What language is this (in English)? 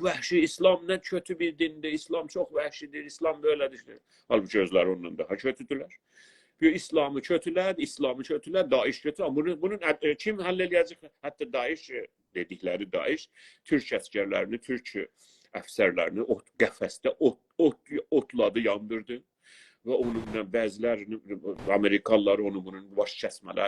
South Azerbaijani